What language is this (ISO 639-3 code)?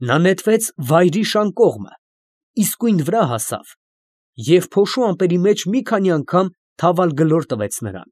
hye